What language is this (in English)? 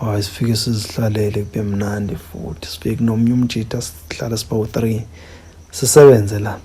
Zulu